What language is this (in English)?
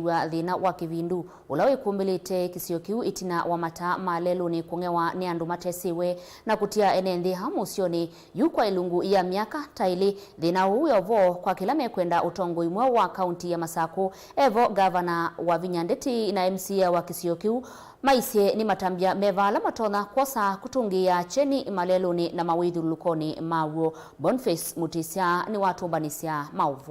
Kamba